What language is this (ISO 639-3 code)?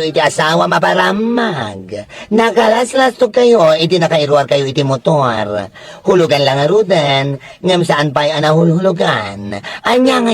ilo